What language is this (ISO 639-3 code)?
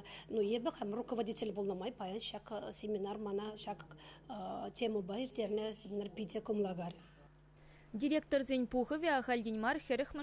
chv